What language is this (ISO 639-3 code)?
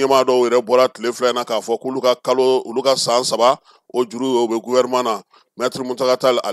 bam